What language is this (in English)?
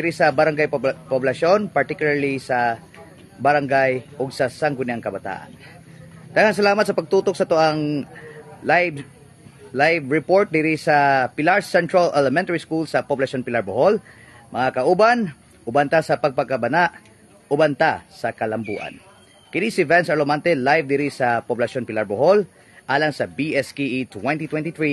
Cebuano